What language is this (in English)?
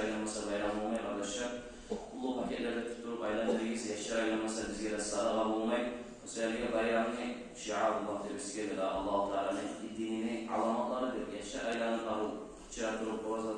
Kumyk